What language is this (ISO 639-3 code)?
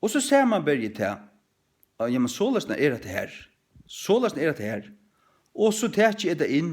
fao